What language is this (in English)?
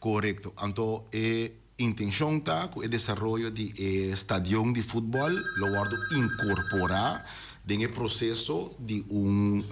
Papiamento